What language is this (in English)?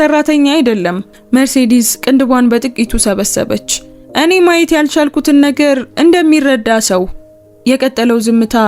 Amharic